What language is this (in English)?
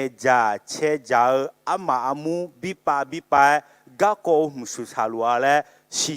Akha